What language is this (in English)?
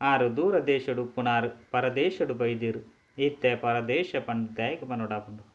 Tulu